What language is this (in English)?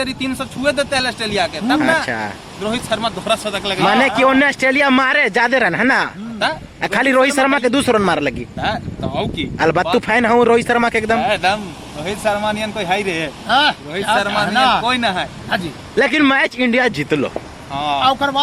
Magahi